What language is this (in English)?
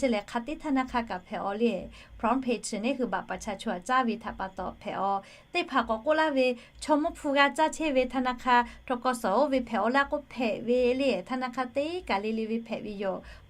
Lahu